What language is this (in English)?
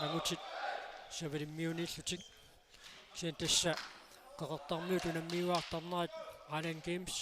Kalaallisut